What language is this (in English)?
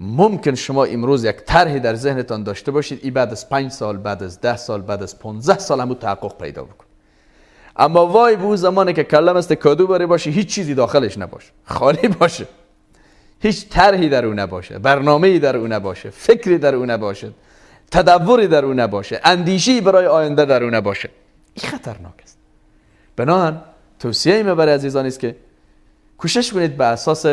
Persian